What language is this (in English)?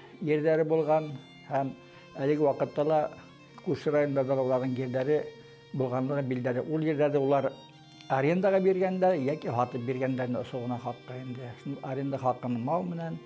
Bashkir